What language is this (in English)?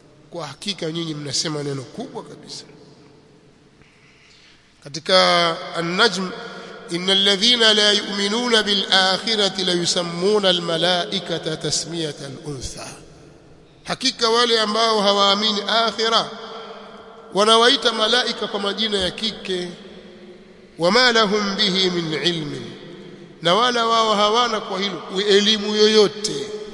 Swahili